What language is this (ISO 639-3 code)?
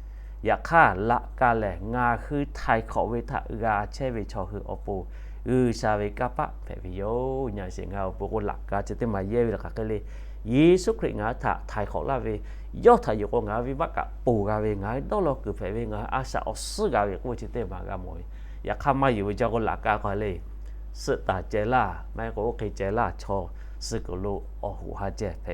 lhu